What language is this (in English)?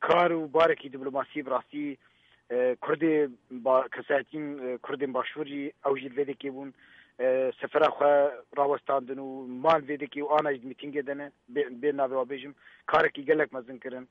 Kurdish